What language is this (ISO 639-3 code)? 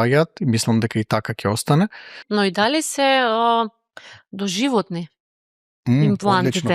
mkd